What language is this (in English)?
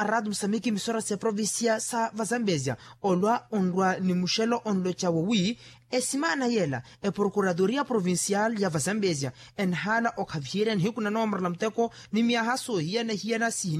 Makhuwa